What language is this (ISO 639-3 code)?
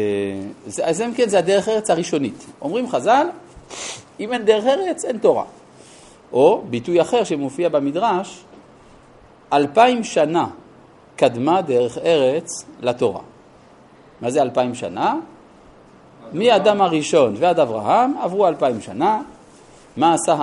heb